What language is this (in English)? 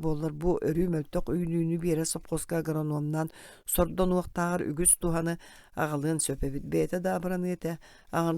Yakut